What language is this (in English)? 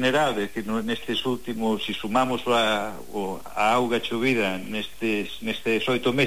Galician